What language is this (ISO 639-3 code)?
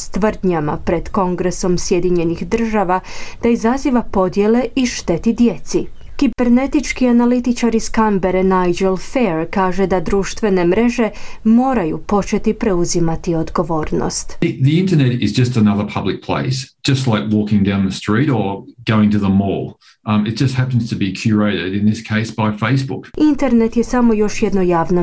hrv